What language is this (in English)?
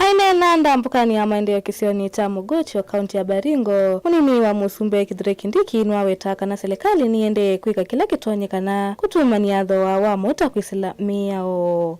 Kamba